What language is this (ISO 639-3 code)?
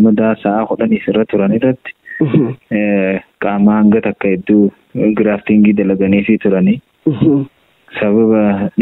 orm